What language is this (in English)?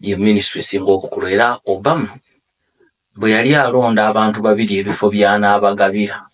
Ganda